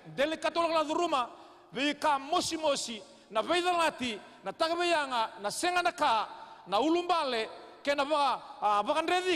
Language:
Fijian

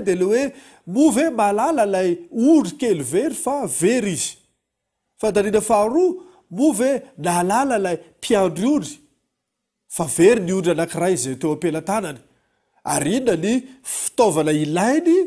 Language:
Malagasy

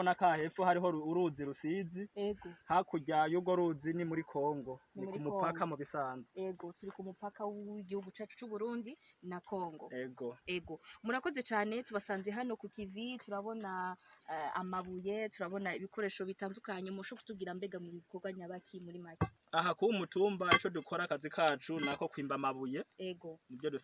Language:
Rundi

